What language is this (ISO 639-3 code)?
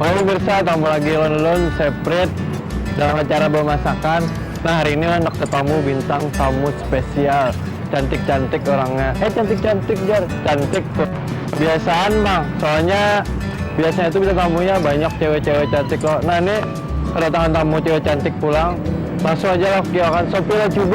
bjn